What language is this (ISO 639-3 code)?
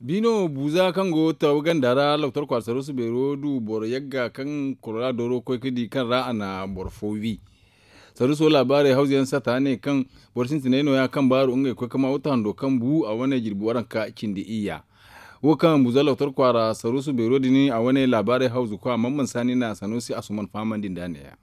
dje